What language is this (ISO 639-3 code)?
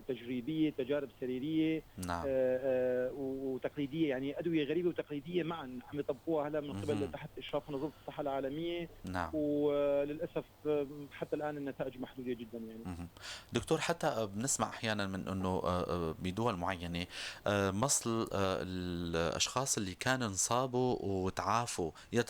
apc